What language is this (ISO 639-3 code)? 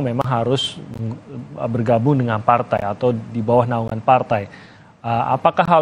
ind